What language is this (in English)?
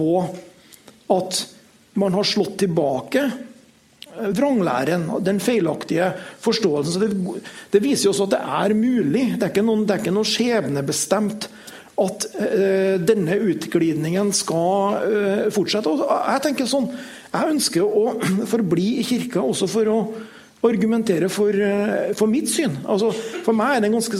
Norwegian